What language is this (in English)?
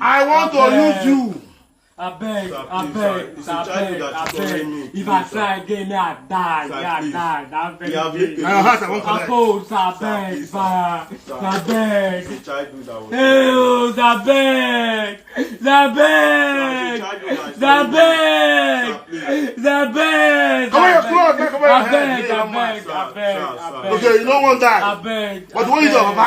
Nigerian Pidgin